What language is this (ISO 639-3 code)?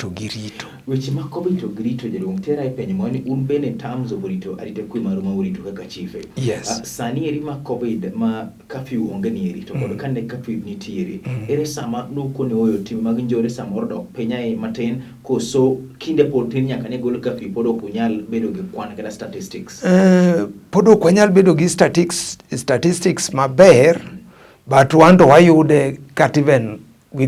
luo